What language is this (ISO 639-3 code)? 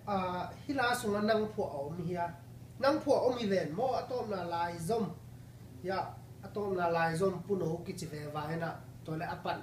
ctd